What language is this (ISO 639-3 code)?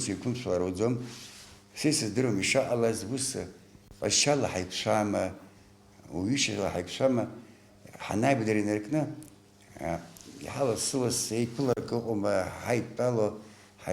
abk